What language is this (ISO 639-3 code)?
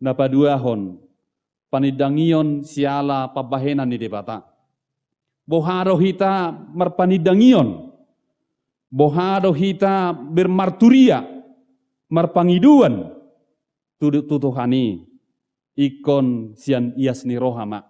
bbc